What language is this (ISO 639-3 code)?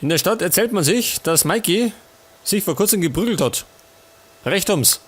bar